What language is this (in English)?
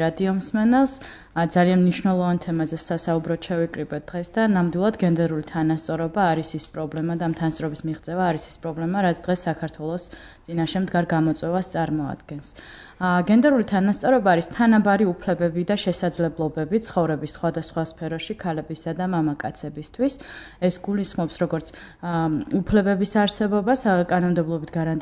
Georgian